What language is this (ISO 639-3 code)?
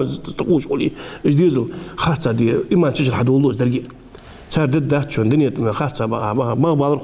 inh